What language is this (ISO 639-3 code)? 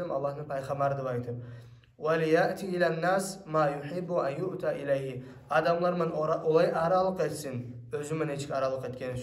kum